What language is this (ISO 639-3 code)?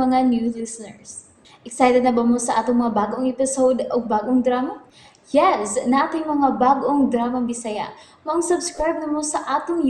ceb